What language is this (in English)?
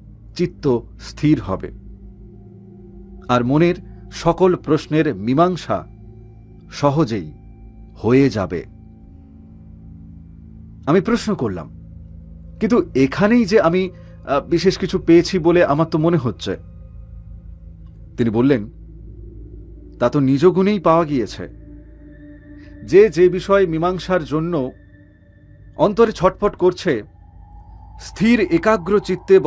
Bangla